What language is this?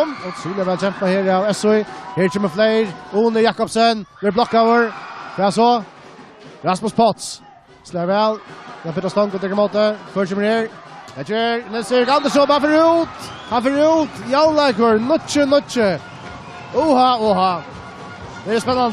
Faroese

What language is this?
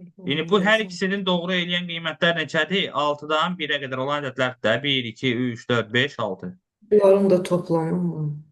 Azerbaijani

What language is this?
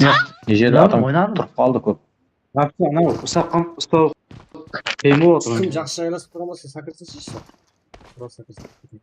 Kara-Kalpak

